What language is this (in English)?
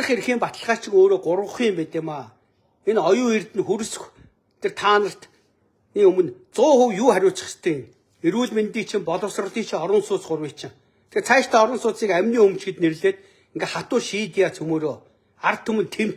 Mongolian